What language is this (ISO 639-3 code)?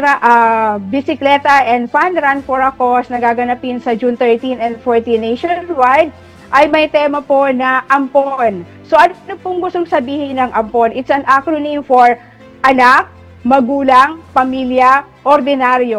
fil